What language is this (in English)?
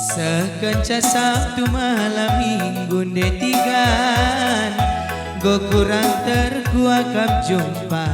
Batak Karo